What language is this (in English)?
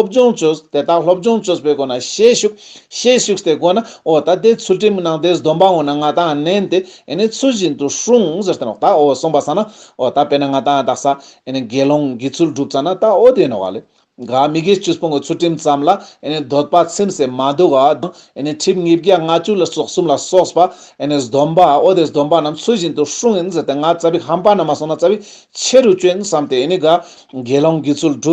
Ladakhi